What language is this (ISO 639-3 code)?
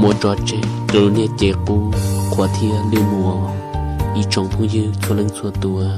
hmn